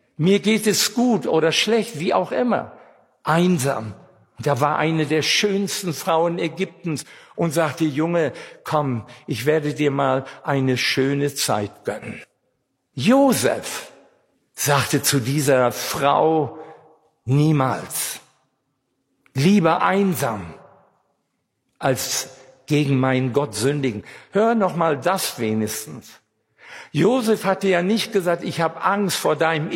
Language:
German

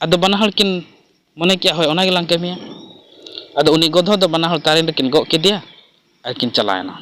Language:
Santali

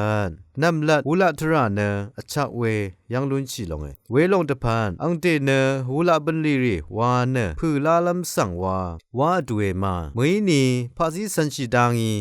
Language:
Rawang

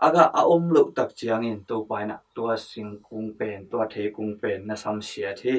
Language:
Tedim Chin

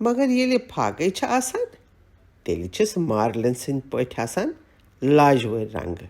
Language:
Kashmiri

